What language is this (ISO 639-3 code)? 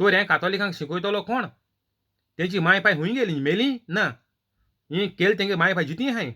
kok